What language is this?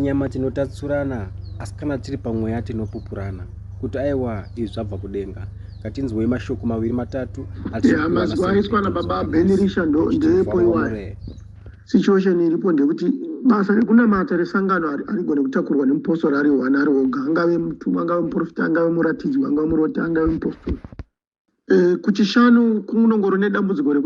Shona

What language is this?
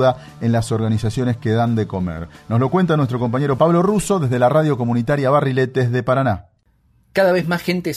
Spanish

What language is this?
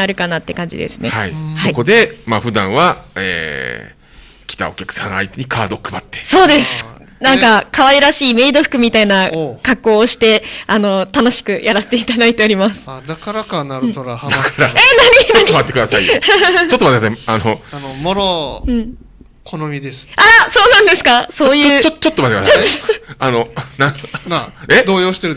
Japanese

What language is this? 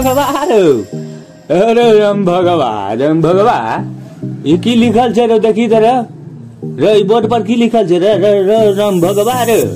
Maithili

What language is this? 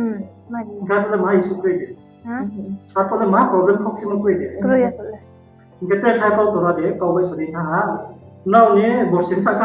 Riang (India)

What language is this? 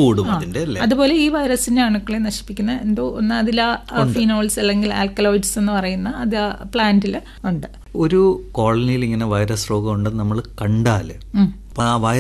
Malayalam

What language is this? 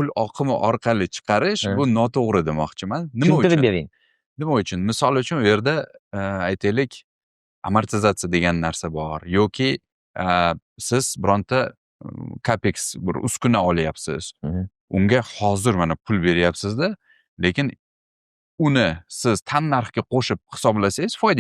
Uzbek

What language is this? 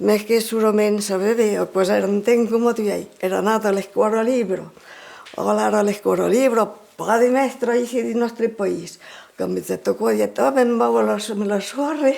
Occitan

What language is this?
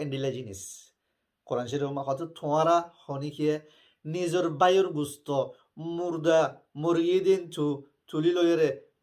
Rohingya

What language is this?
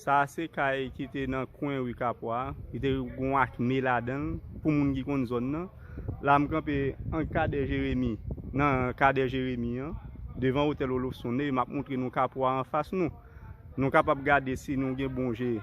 Haitian Creole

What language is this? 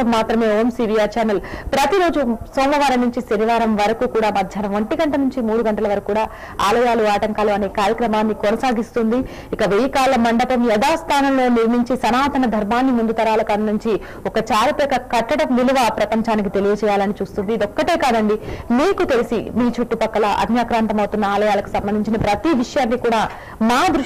Telugu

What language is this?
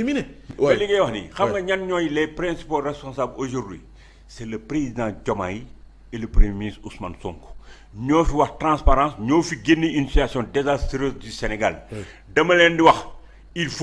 Wolof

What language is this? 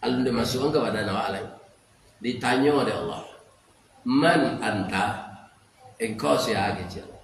Minangkabau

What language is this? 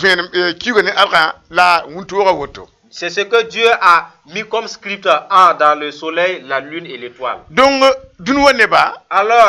Mossi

